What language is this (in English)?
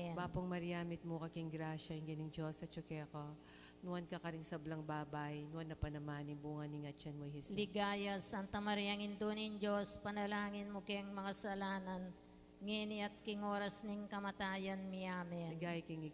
Pampanga